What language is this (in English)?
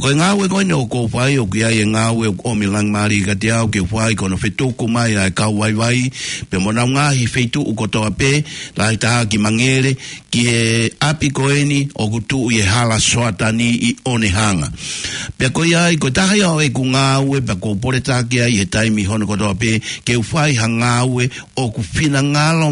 Tongan